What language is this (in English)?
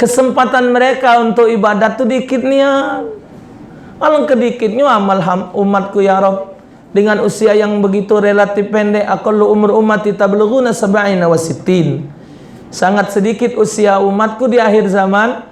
Musi